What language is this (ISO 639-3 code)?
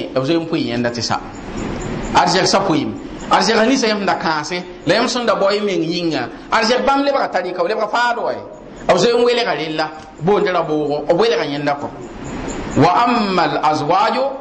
mos